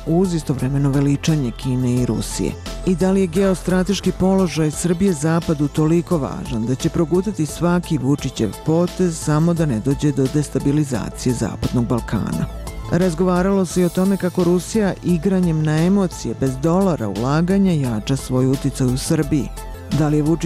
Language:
Serbian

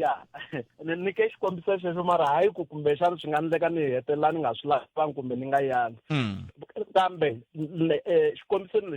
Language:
Tsonga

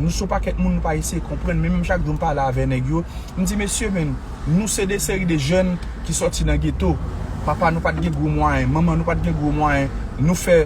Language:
Haitian Creole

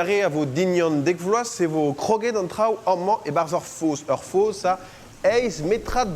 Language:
Breton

